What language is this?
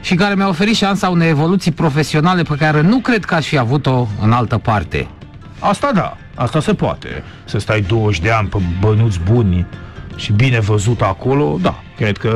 Romanian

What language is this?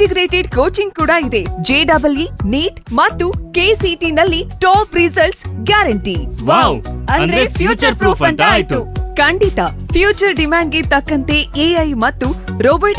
Kannada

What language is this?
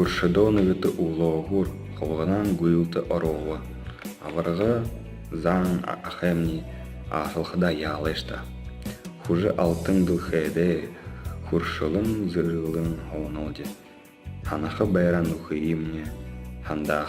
Buriat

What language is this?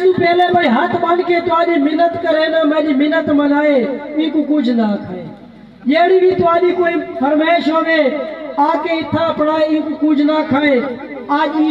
Saraiki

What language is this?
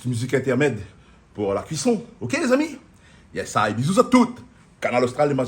Réunion Creole French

